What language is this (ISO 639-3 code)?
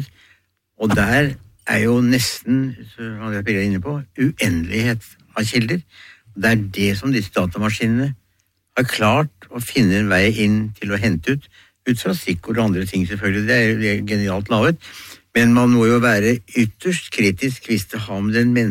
nor